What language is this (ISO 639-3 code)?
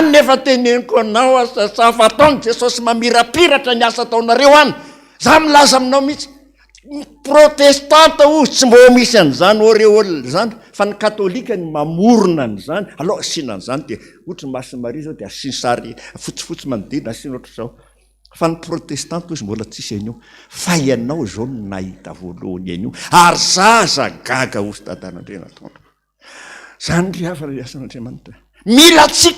mlg